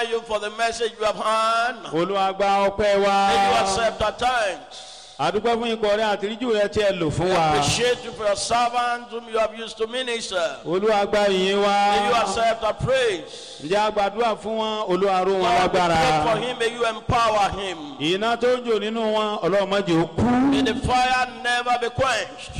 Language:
Yoruba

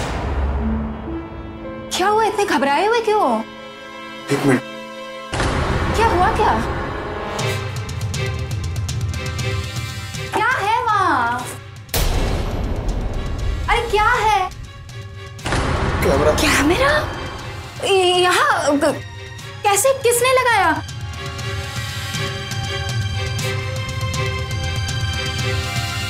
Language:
Hindi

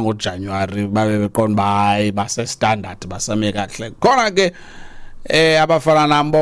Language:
Xhosa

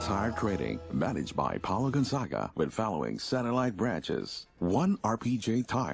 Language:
Bikol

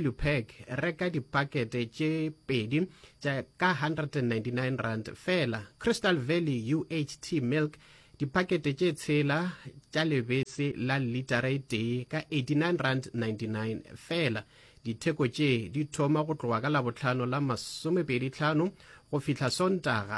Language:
Northern Sotho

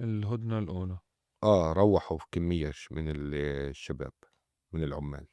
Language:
North Levantine Arabic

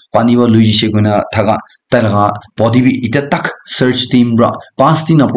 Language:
Naga Pidgin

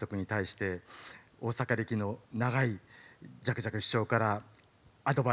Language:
Japanese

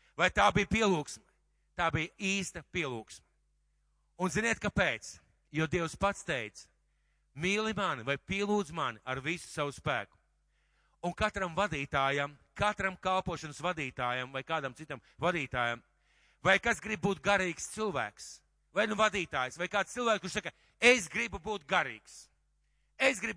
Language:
Latvian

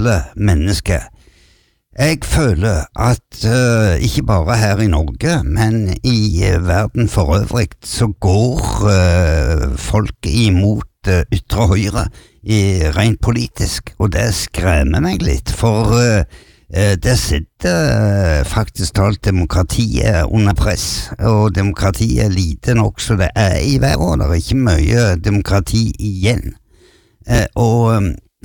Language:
Norwegian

